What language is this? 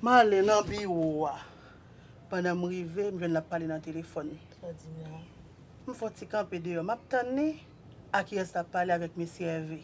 Haitian Creole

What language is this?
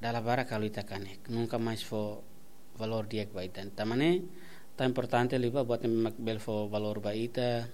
Tetum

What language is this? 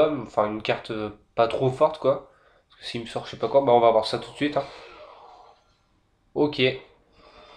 French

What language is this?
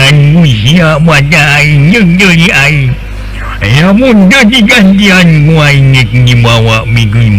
Sundanese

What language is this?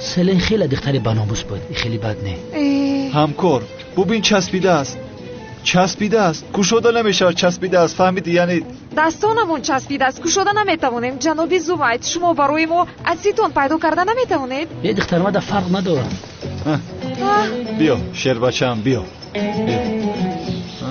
Tajik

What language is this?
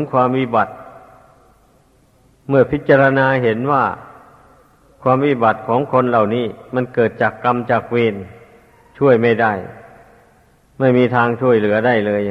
Thai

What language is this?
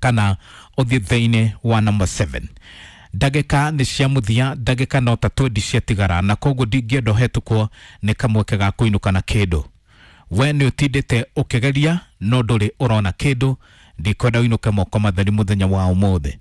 Kikuyu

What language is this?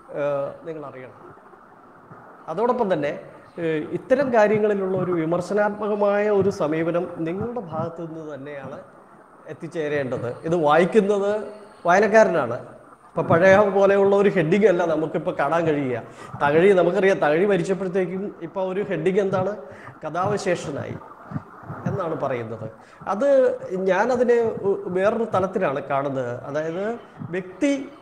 Malayalam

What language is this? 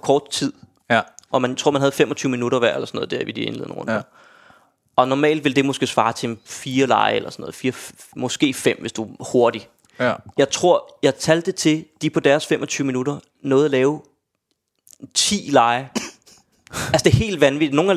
Danish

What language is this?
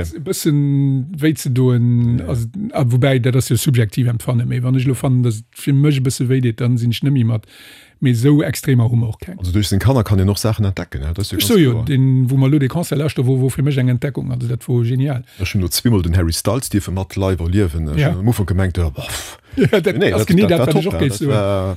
Luxembourgish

